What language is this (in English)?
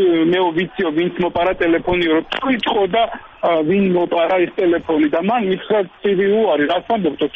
Georgian